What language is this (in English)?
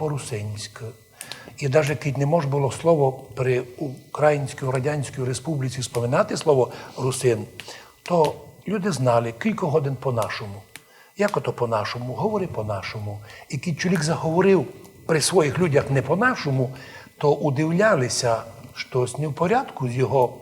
Rusyn